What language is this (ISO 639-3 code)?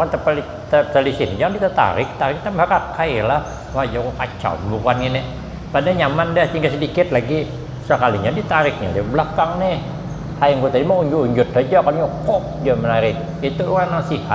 bjn